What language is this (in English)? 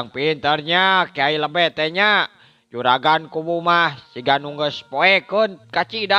Sundanese